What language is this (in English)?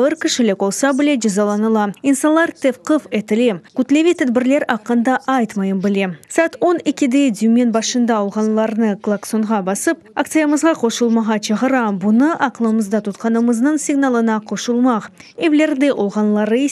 Crimean Tatar